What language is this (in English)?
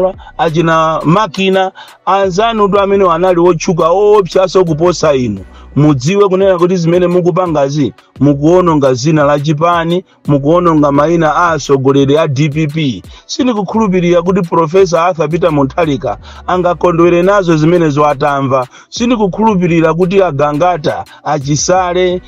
Nyanja